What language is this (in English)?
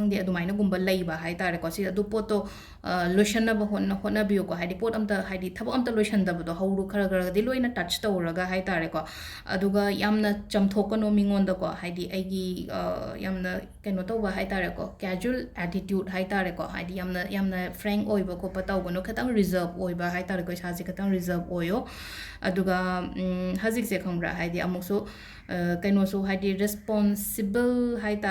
Manipuri